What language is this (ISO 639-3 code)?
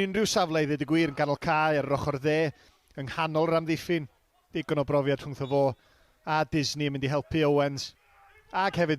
cym